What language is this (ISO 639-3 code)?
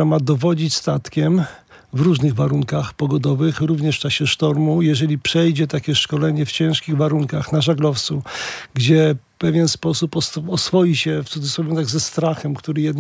pol